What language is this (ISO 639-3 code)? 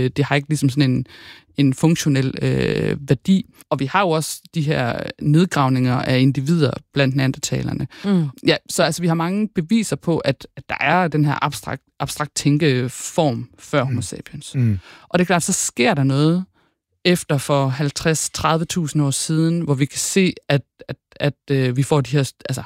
dan